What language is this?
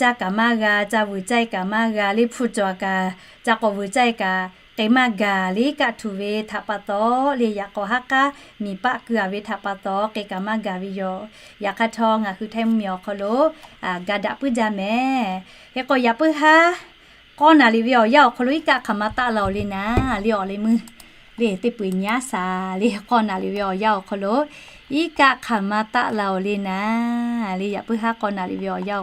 Lahu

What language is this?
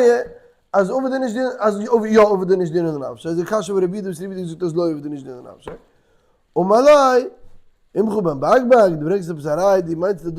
Yiddish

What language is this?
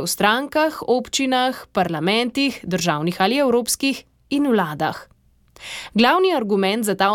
Slovenian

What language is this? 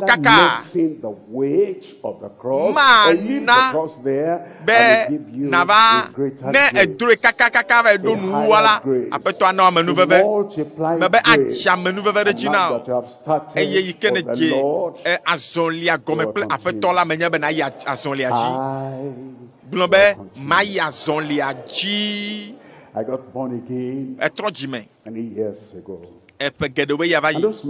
Ewe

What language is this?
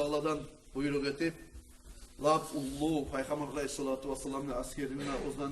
Kumyk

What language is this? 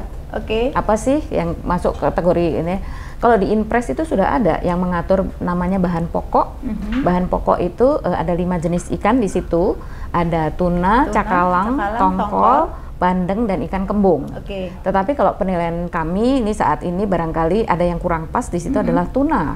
Indonesian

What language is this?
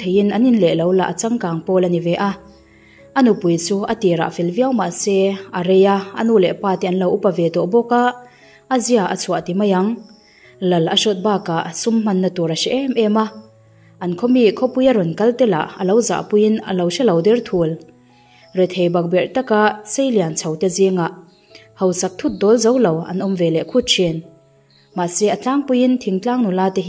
Mizo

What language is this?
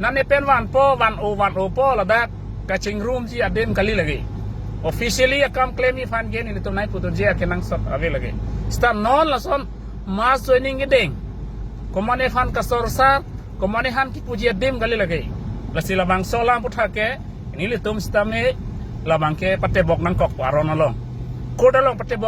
Karbi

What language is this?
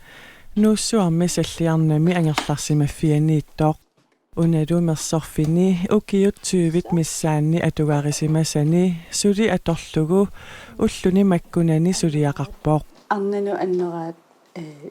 Kalaallisut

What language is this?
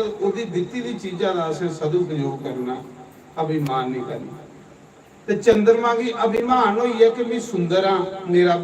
Dogri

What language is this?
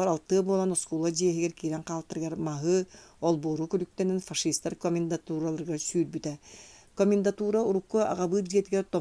Yakut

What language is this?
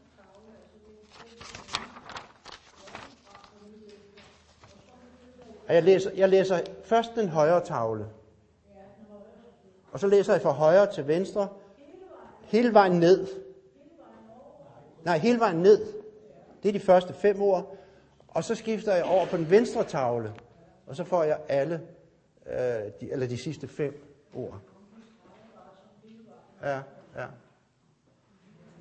Danish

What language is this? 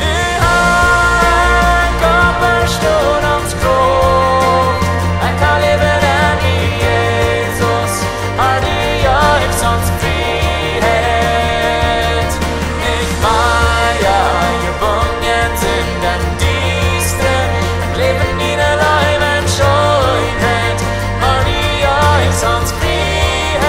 Plautdietsch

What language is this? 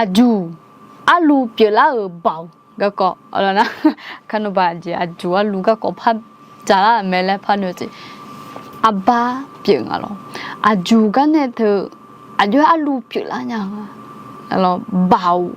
Akha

